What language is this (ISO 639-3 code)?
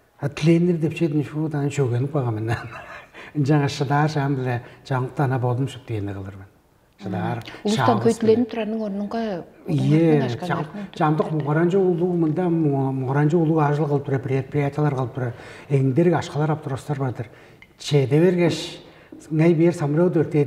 tyv